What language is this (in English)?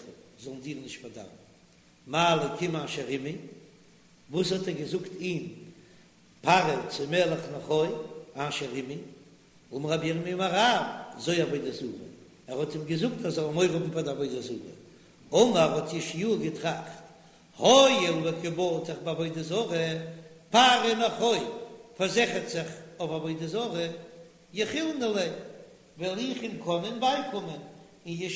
Yiddish